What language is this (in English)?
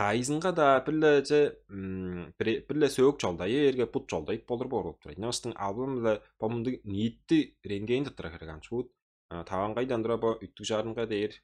Tuvinian